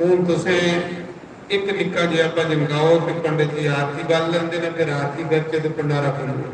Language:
Dogri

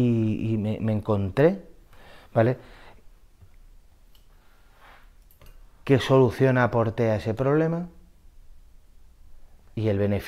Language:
Spanish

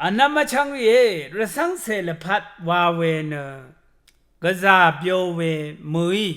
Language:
Rawang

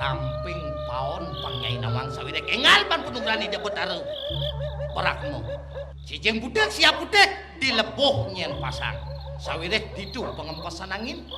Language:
Balinese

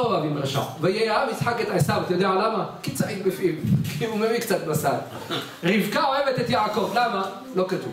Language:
Hebrew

